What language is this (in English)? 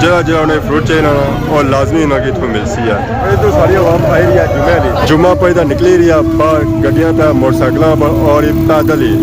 Pahari-Potwari